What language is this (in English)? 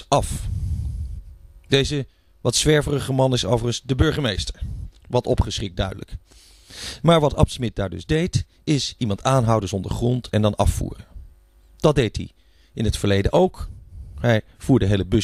Dutch